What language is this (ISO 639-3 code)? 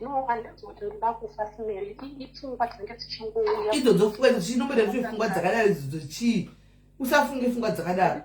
sna